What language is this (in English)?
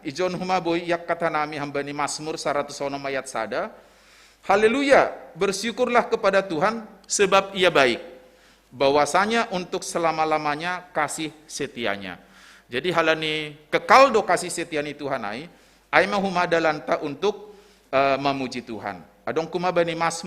Batak Simalungun